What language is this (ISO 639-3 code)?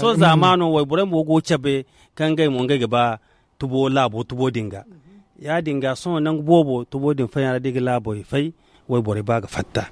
dje